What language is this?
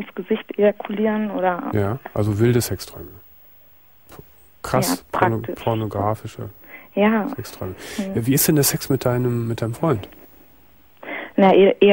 German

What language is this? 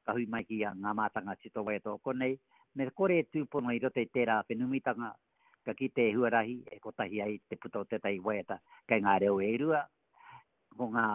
Māori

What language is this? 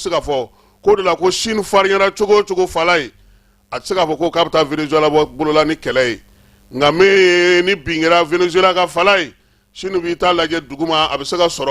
Bambara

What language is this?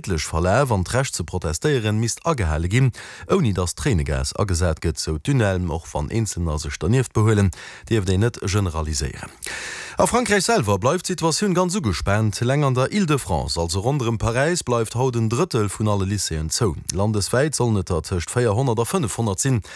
Luxembourgish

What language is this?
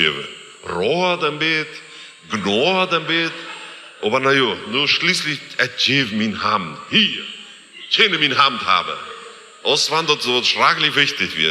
Plautdietsch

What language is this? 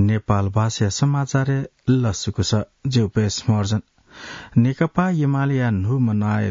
Newari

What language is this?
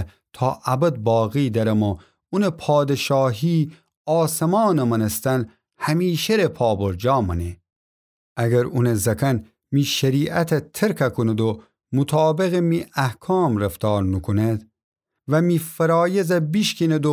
Gilaki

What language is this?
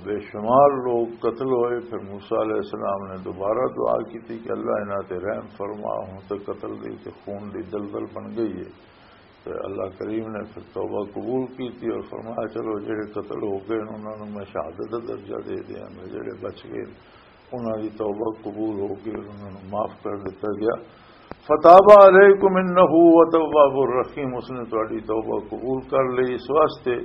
Western Panjabi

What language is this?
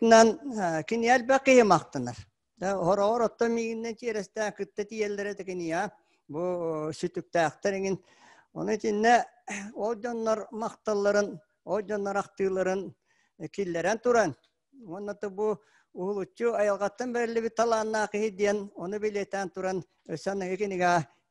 Yakut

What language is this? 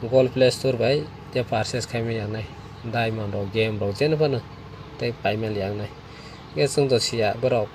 Kok Borok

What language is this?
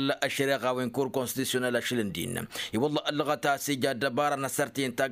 Tamasheq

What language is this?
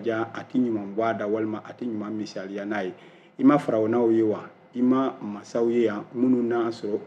Bambara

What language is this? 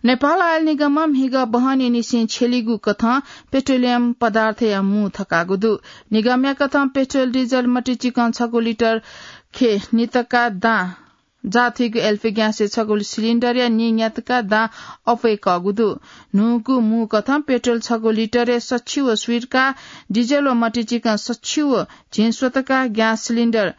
Newari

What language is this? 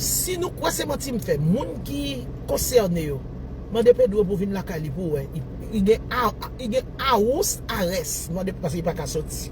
Haitian Creole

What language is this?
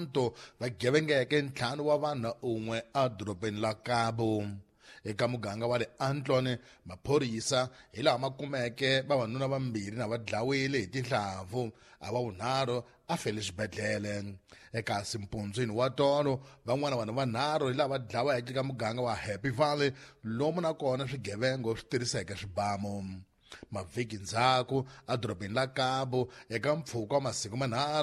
Tsonga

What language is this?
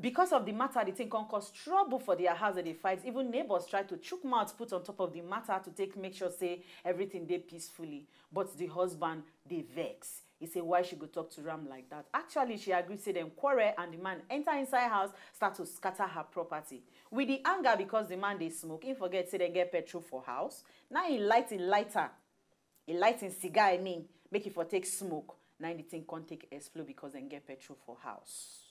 Nigerian Pidgin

